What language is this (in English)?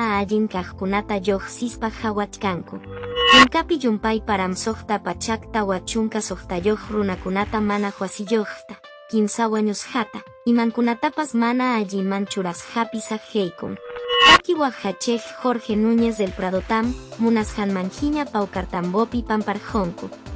Quechua